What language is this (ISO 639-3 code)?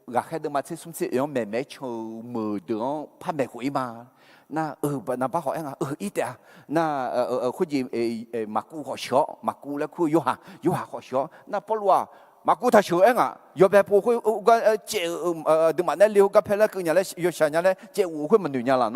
ahk